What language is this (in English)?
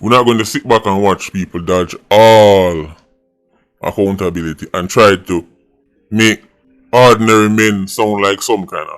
Jamaican Creole English